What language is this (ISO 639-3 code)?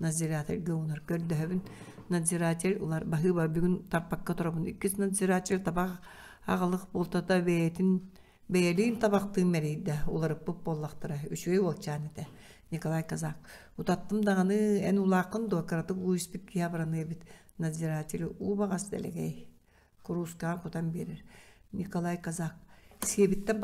sah